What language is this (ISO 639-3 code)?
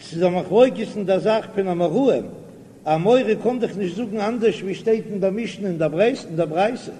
yid